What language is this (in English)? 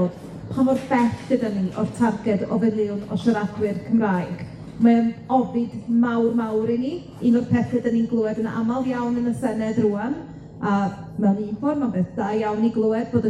Welsh